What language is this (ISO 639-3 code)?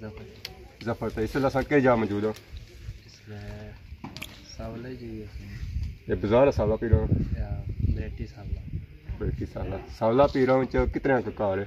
phr